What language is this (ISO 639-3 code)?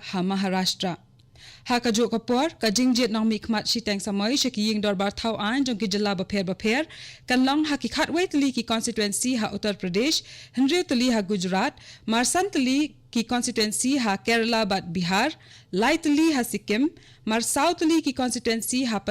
kha